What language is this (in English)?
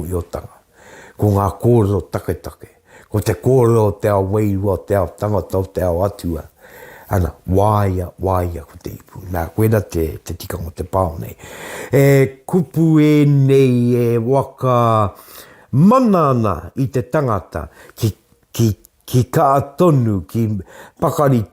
Māori